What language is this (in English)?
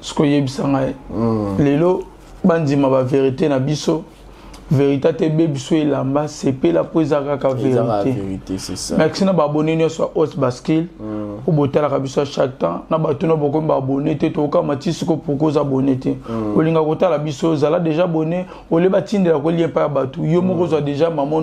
Lingala